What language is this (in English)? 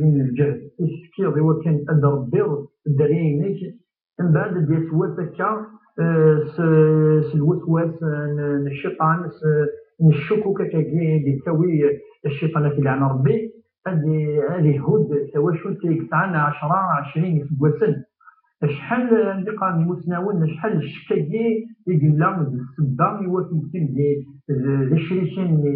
Kabyle